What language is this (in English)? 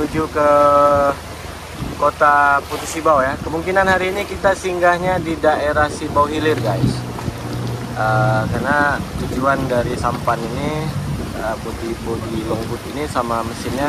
Indonesian